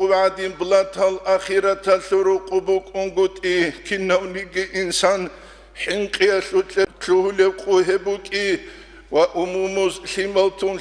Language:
Avaric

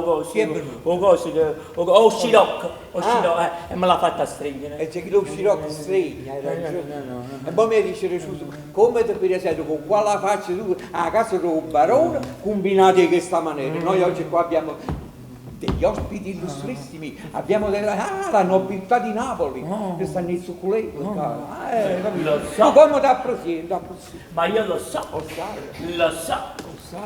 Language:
Neapolitan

